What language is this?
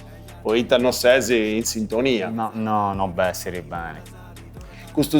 Sardinian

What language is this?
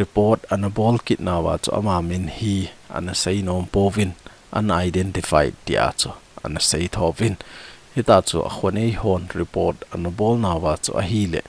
Thado Chin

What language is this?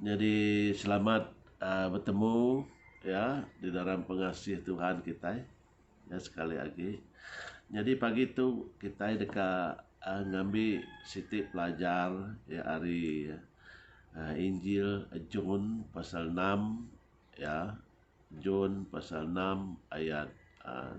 Iban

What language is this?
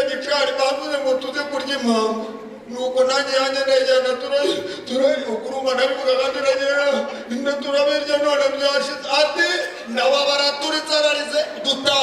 Kinyarwanda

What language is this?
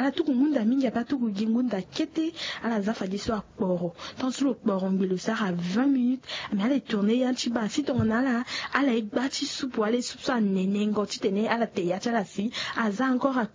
Sango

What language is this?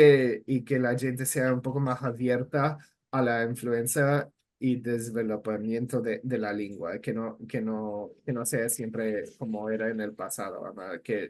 Ladino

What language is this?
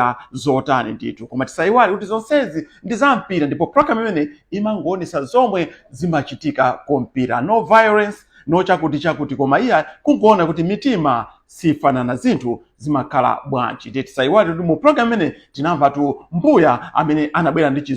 Nyanja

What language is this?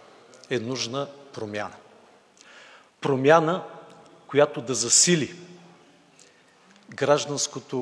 Bulgarian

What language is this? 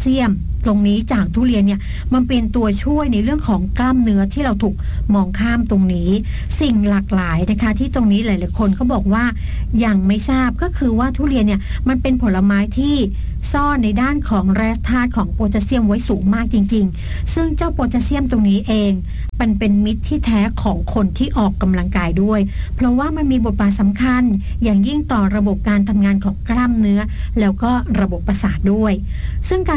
Thai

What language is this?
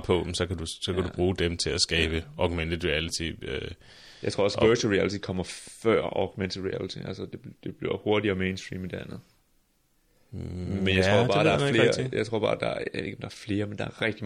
Danish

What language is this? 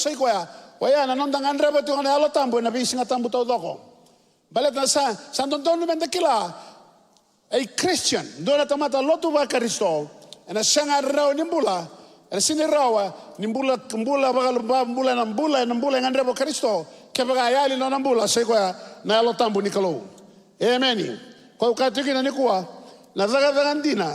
Fijian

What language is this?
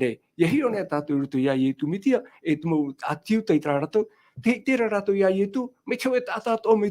Tahitian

